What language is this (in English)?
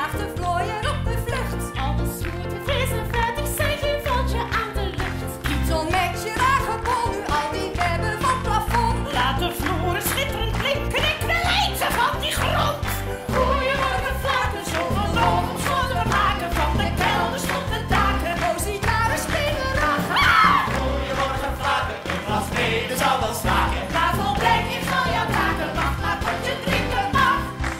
Dutch